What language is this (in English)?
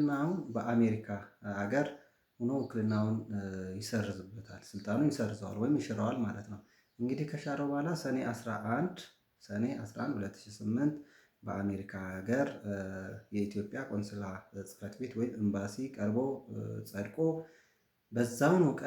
Amharic